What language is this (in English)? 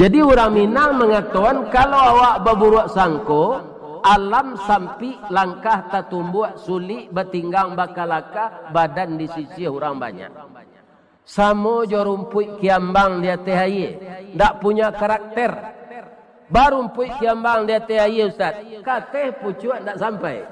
Minangkabau